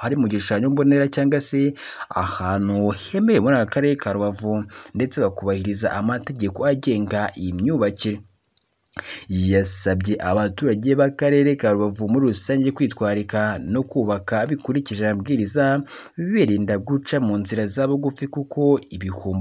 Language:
Kinyarwanda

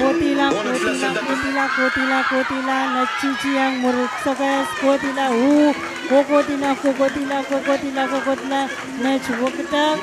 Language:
Pohnpeian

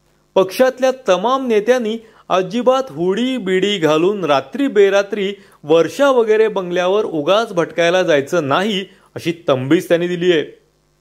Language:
Marathi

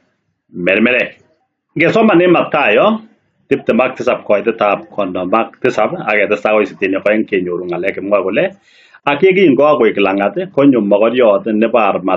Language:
Kalenjin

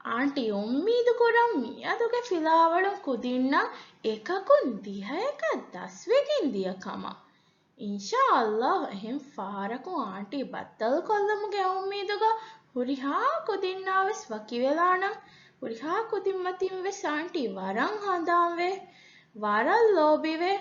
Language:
Divehi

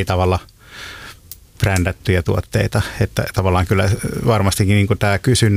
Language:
Finnish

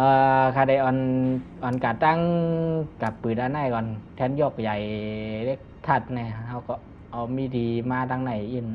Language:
Shan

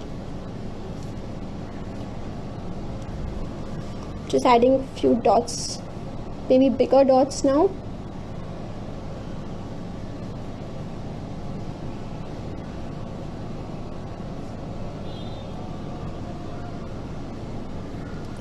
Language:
English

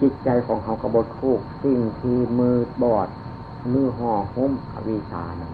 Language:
Northeastern Thai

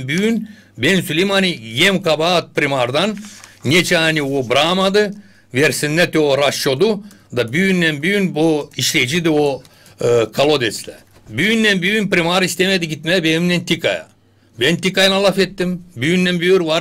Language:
Gagauz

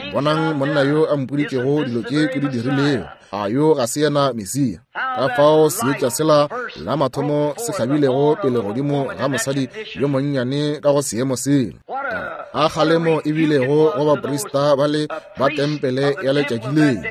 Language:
Northern Sotho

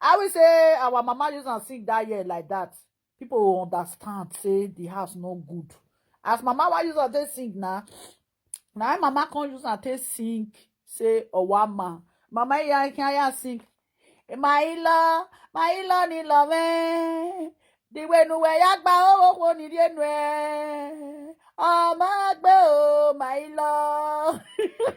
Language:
Nigerian Pidgin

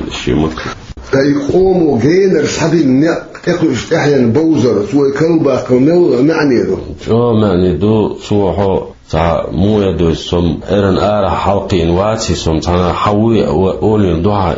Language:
Chechen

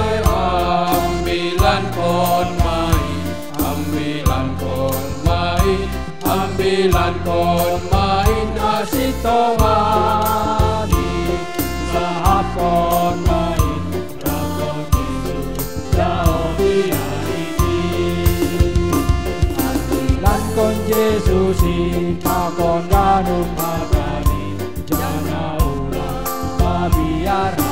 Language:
Batak Simalungun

